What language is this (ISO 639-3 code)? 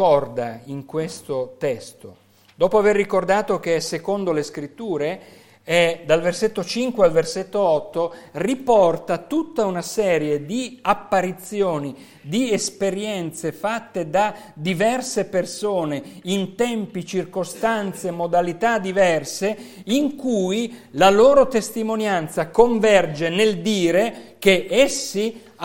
ita